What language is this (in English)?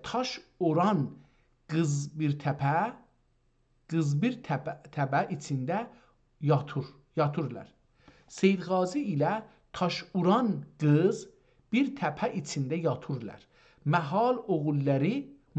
South Azerbaijani